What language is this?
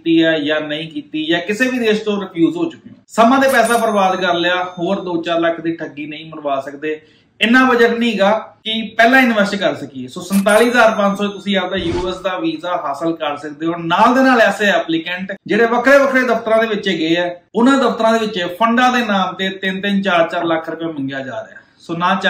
Punjabi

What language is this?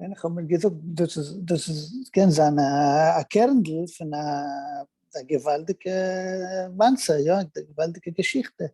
Yiddish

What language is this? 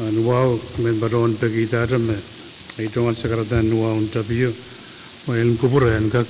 Pohnpeian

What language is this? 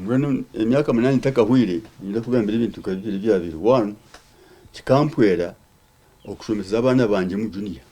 Nyankole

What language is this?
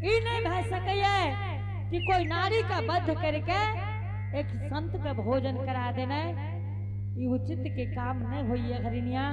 Angika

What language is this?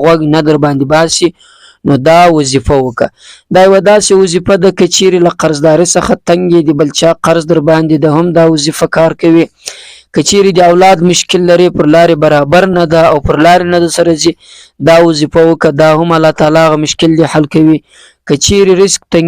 Pashto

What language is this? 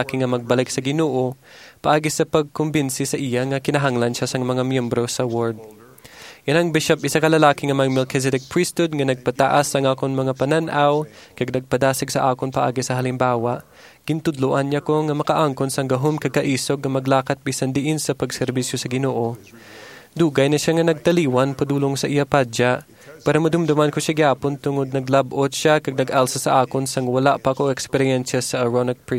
Hiligaynon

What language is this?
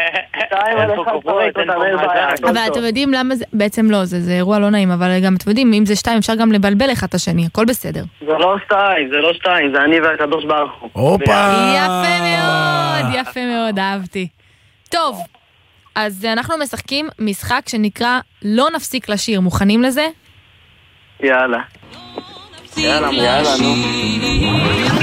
Hebrew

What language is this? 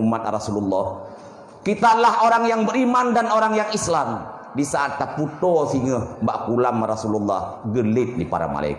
Achinese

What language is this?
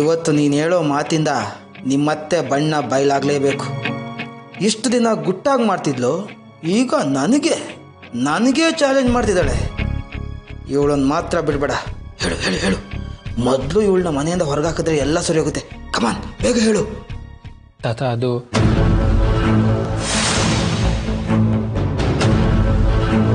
Kannada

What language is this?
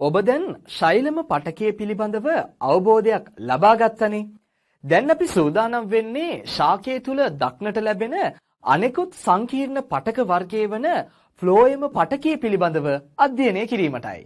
Sinhala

